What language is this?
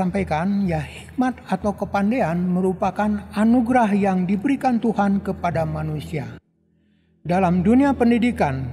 Indonesian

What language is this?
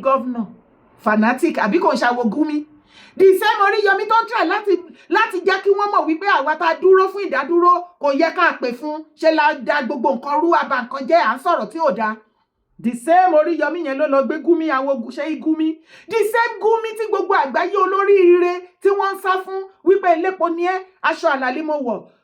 Yoruba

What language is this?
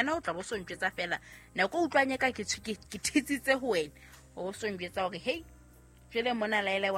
Southern Sotho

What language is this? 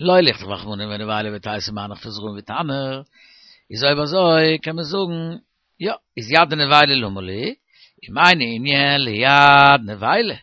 Yiddish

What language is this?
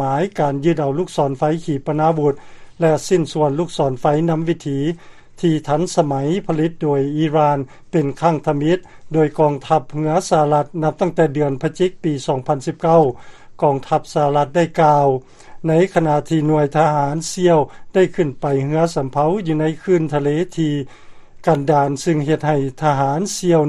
Lao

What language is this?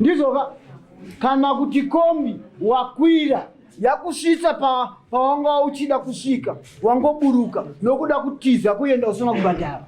Shona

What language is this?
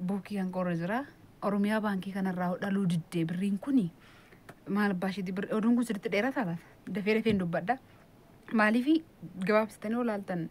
Oromo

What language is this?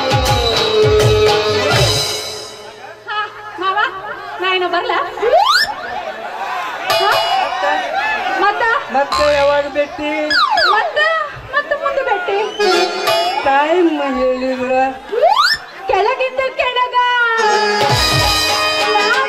Kannada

